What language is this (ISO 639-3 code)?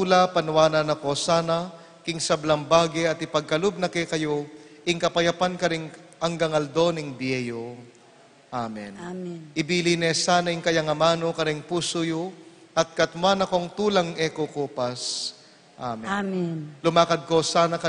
pam